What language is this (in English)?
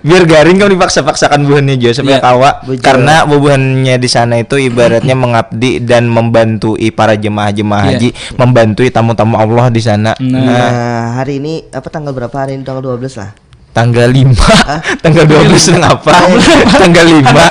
Banjar